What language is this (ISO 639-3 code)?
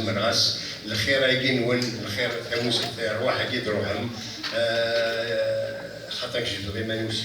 kab